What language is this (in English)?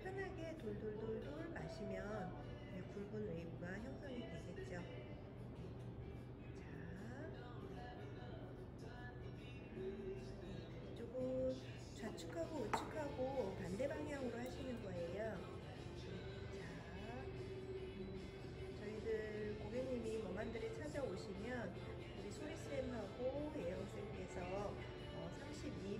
Korean